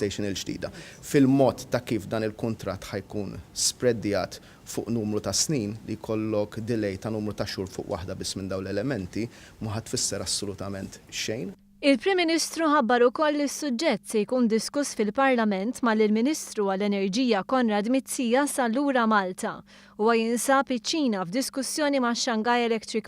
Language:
Maltese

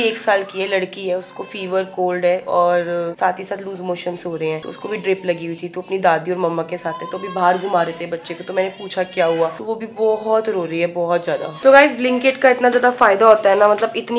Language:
Hindi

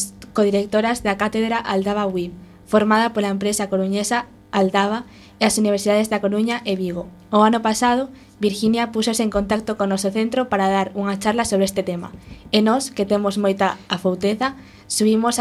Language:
Galician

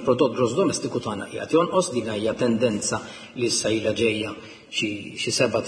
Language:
Maltese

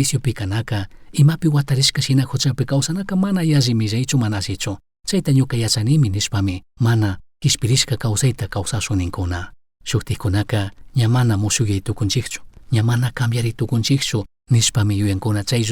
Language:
Chimborazo Highland Quichua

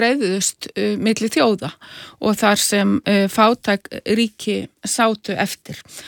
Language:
Icelandic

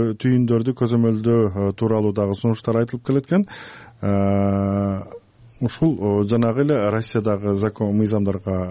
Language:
Kyrgyz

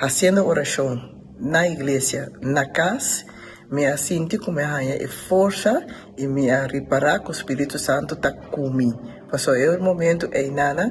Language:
Papiamento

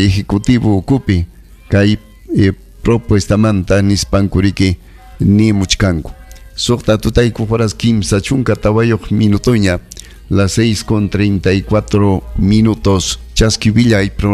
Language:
Ayacucho Quechua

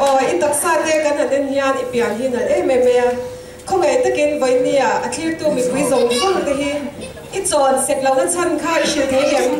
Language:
Mizo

